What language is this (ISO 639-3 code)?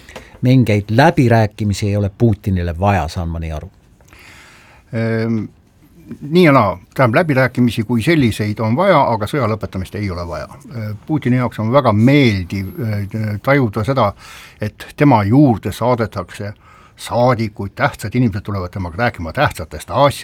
est